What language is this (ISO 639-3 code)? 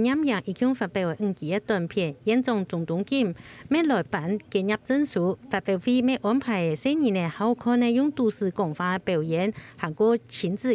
hak